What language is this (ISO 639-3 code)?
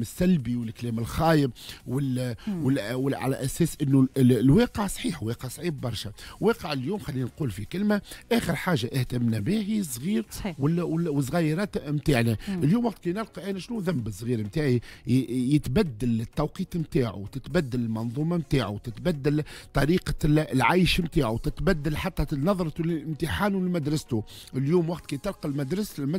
aeb